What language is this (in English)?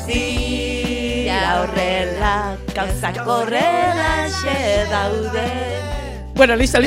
Basque